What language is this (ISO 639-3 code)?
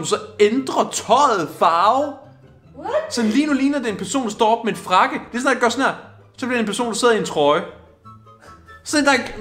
dan